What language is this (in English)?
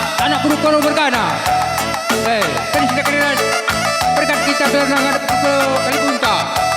Batak Karo